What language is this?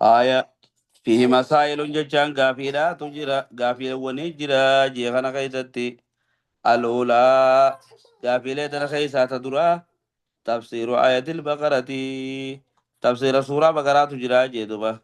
Oromo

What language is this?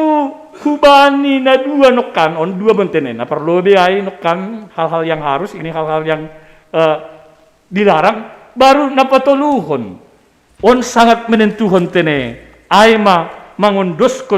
Batak Simalungun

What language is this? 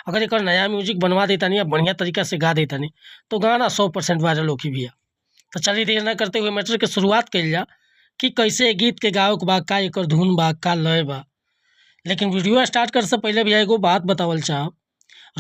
Bhojpuri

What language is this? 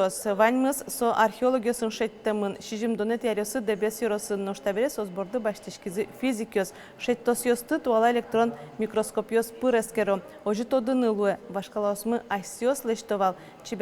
Udmurt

